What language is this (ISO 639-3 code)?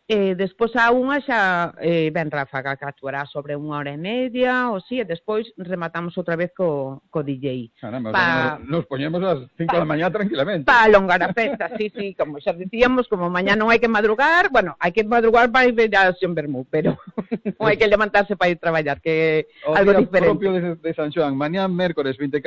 glg